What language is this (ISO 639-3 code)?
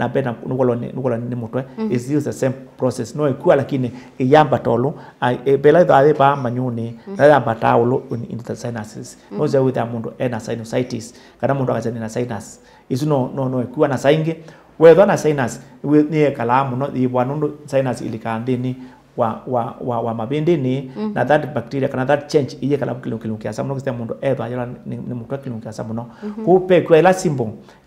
kam